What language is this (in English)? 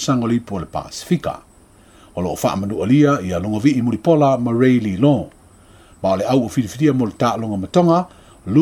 Samoan